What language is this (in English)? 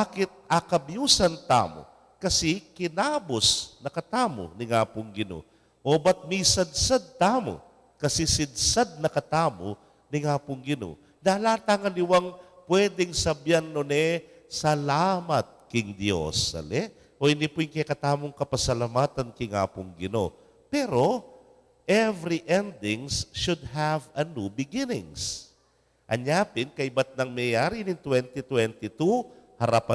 Pampanga